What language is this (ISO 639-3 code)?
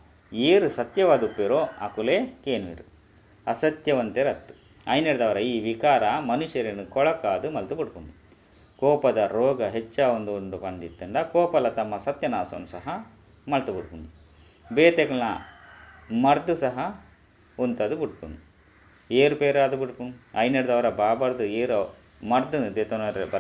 tcy